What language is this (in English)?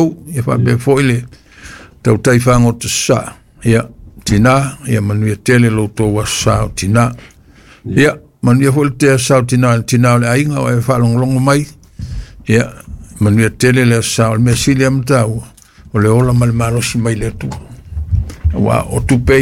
Samoan